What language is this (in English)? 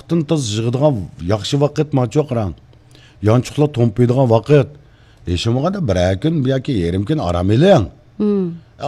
Uyghur